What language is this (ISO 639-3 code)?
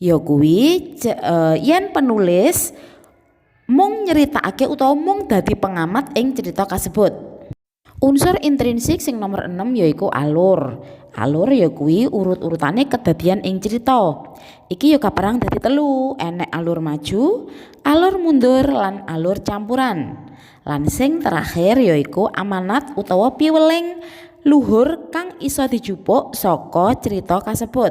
jav